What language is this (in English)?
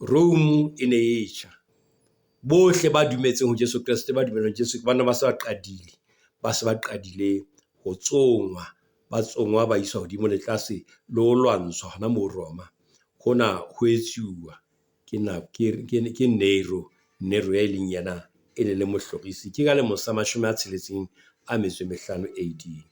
Southern Sotho